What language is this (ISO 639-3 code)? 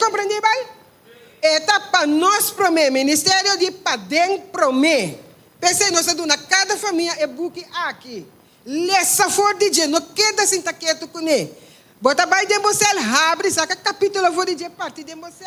pap